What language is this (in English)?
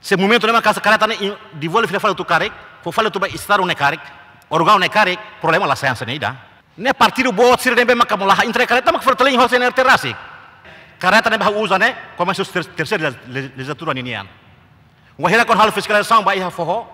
Tetum